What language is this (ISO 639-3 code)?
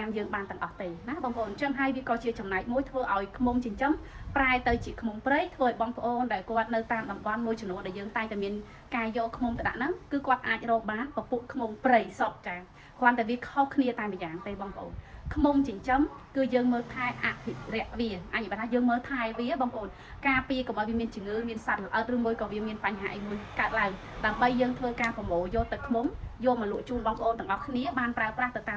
khm